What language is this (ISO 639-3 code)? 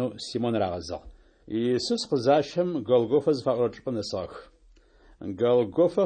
ady